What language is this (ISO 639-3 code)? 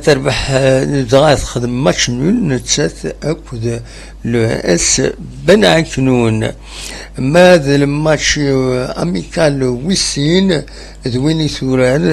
kab